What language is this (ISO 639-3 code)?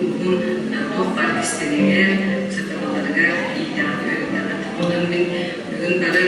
sah